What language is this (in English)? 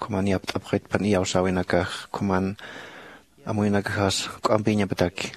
Aymara